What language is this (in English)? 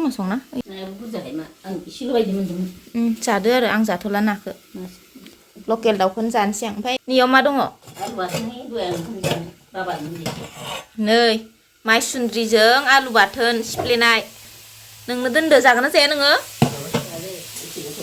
Bodo